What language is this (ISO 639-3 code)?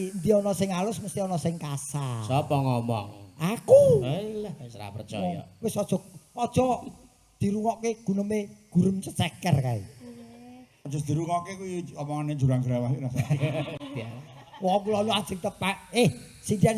jav